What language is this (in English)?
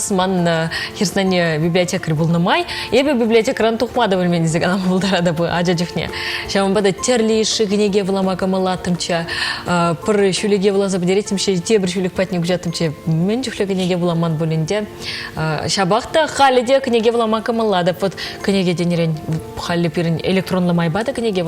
Chuvash